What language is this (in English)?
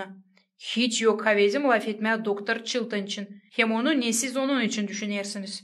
Gagauz